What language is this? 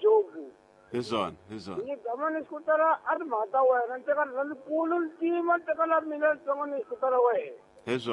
Tsonga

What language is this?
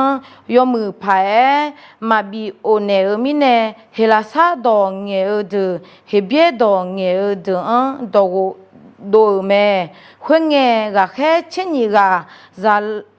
Akha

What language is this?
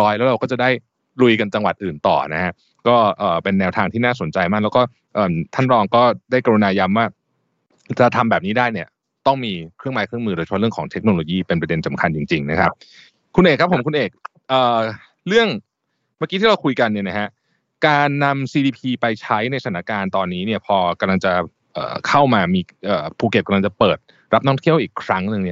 Thai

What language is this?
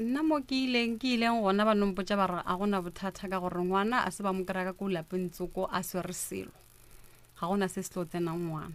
Northern Sotho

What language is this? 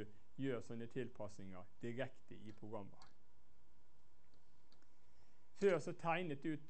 Norwegian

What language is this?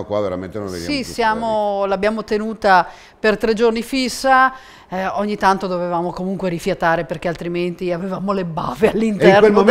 Italian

